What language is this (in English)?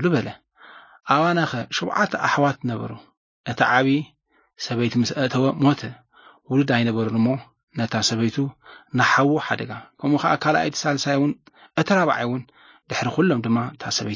Tigrinya